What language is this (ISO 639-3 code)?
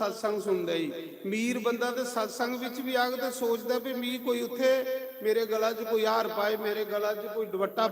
doi